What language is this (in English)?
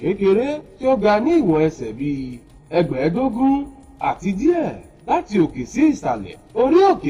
Yoruba